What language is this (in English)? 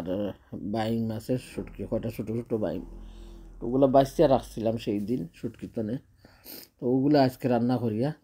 Sylheti